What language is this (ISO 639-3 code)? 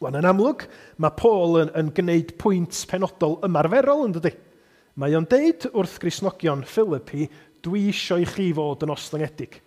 cym